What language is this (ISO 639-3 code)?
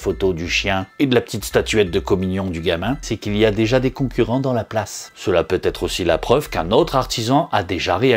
fra